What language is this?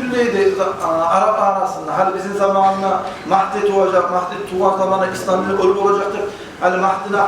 Kumyk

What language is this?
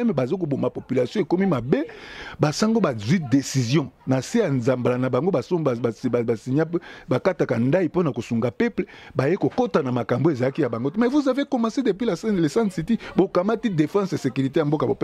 Lingala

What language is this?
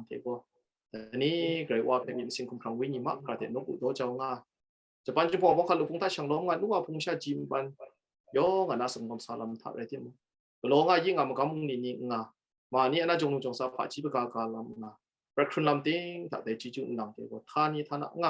Kachin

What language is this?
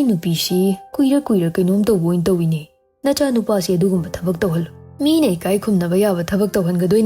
Manipuri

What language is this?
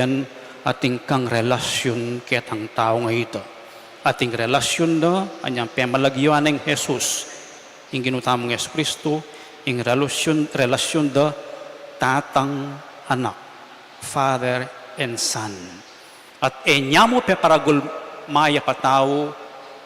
Pampanga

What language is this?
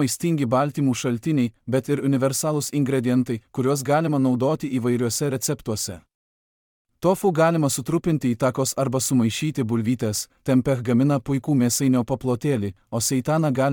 Lithuanian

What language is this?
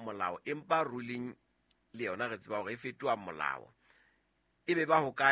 Southern Sotho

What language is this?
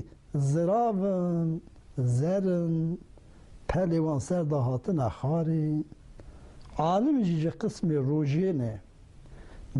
Kurdish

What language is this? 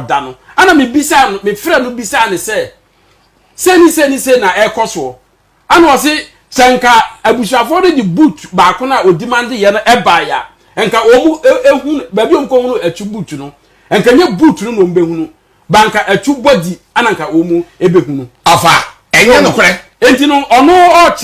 Akan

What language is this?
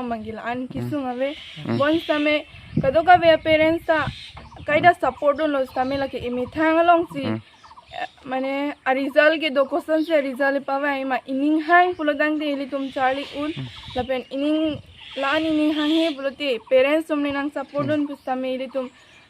Karbi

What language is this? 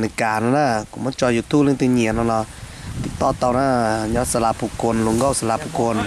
Hmong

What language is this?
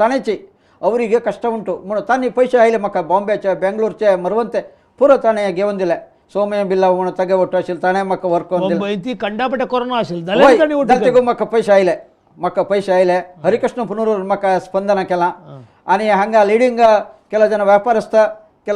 Konkani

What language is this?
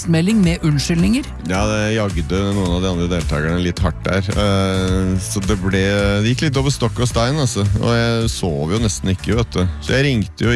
Norwegian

